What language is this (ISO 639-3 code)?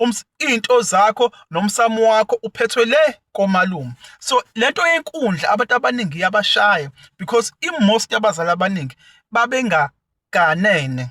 zul